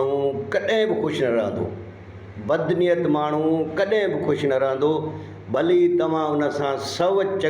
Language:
Sindhi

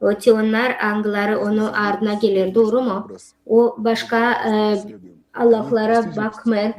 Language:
Gagauz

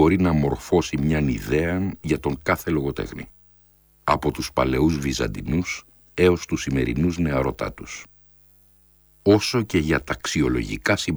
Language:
Greek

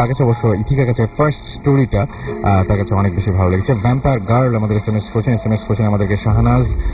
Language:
Bangla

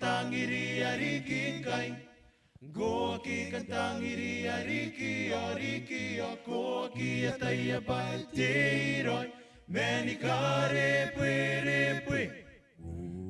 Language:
Gilbertese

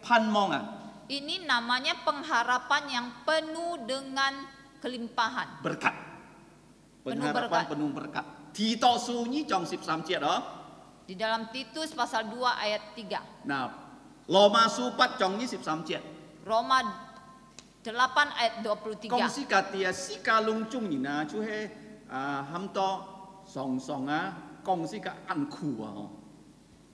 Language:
Indonesian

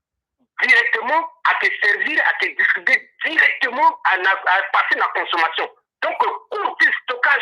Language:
Sango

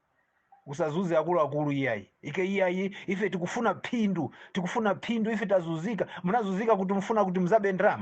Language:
Nyanja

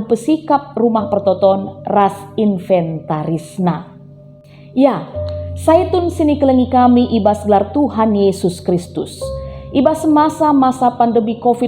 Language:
Batak Karo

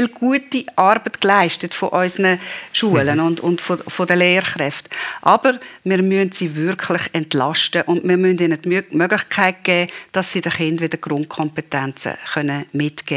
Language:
Swiss German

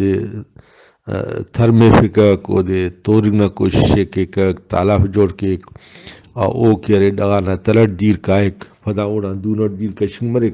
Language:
Brahui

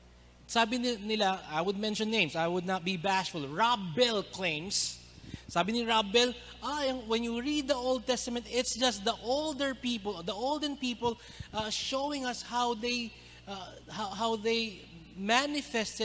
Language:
Filipino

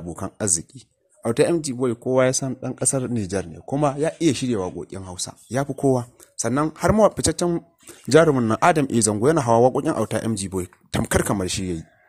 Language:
Hausa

